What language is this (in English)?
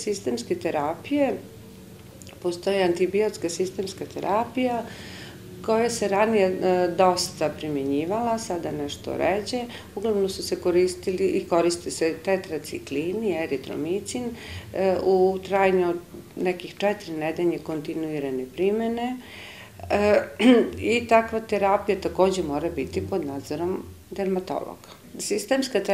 Serbian